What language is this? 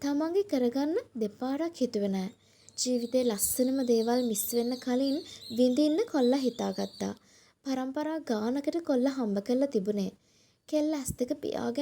Sinhala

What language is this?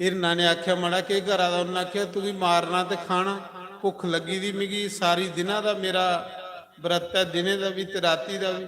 Dogri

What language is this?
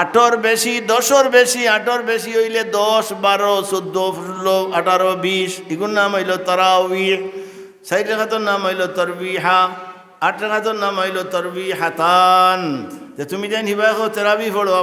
Sylheti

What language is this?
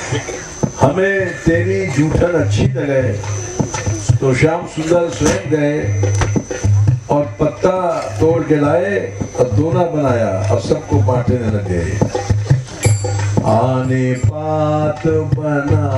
Hindi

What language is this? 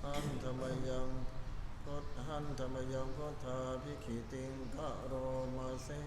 Pali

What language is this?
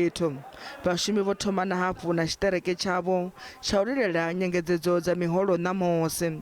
Venda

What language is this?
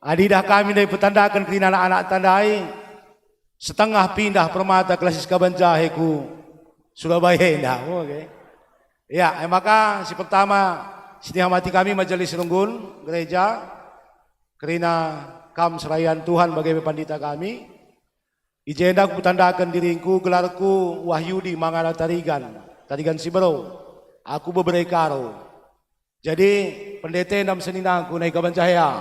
Batak Karo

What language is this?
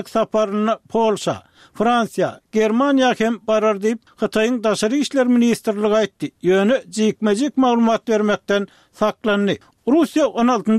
Turkmen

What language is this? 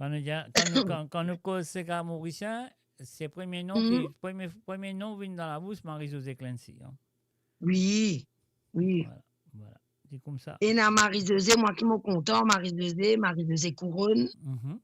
Morisyen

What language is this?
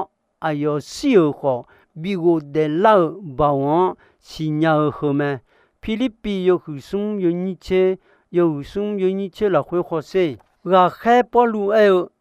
Akha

